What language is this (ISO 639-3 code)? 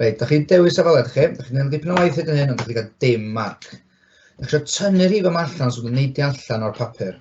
cym